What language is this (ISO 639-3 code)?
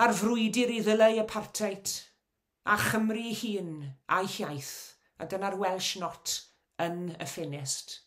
cym